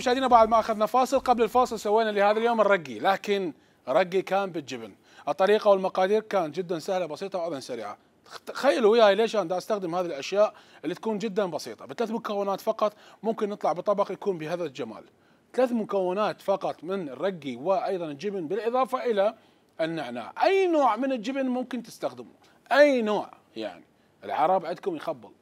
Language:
Mesopotamian Arabic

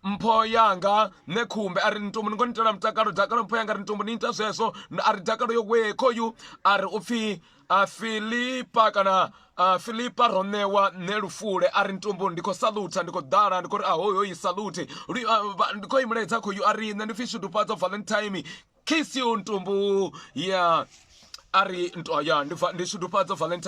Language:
Venda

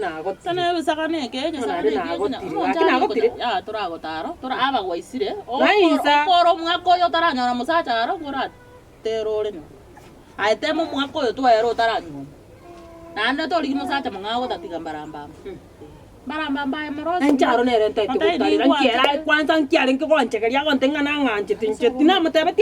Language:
Gusii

